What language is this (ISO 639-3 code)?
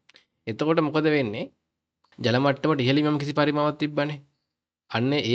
sin